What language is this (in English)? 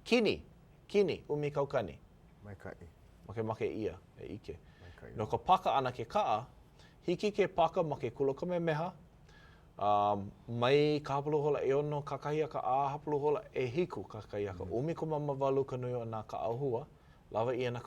Hawaiian